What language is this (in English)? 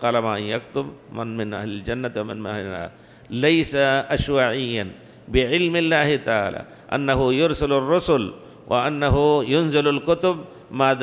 Arabic